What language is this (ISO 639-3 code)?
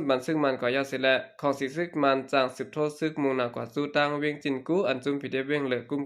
shn